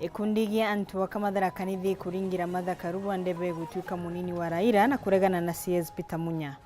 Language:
Meru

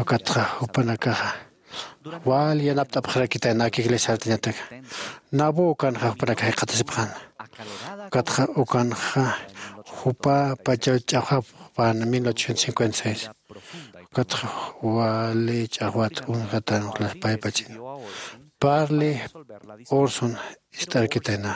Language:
Aymara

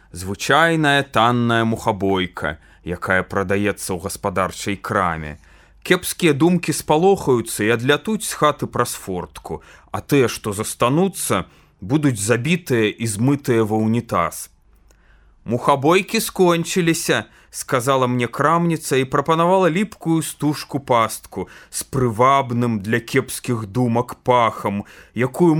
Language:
Belarusian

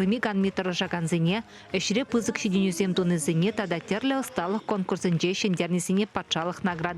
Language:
Chuvash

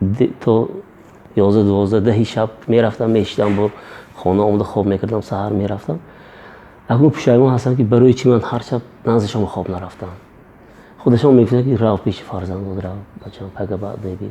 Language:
Tajik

